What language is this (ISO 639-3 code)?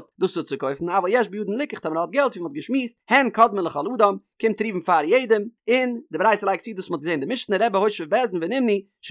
yid